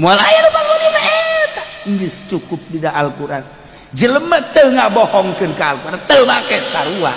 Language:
Sundanese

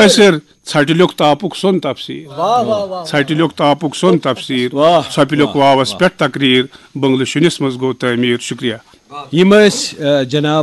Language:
Kashmiri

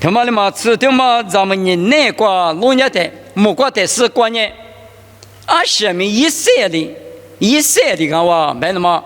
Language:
Lisu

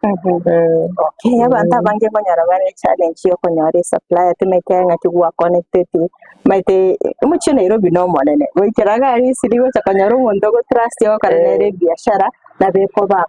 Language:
Gusii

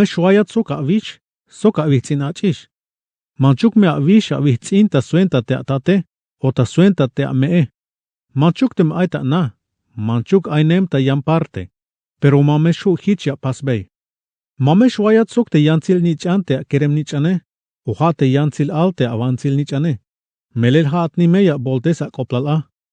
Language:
Tzeltal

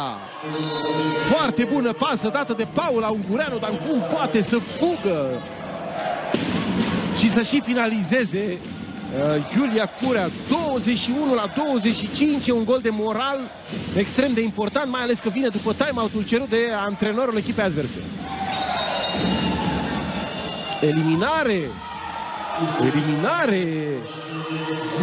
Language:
Romanian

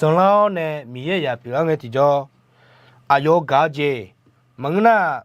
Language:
Akha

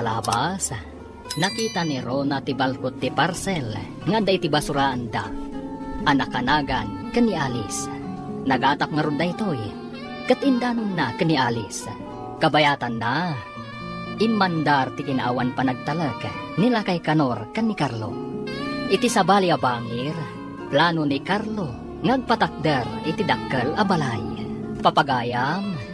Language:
Iloko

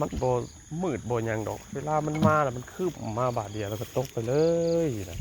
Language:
Northeastern Thai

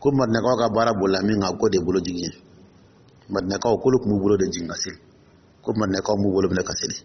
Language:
Dyula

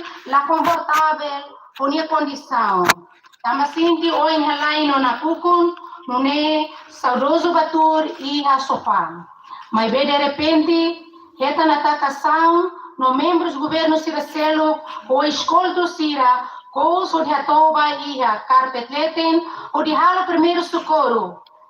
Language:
Tetum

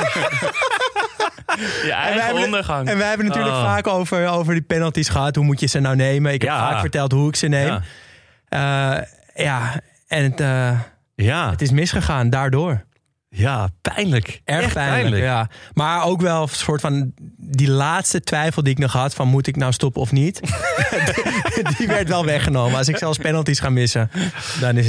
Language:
Dutch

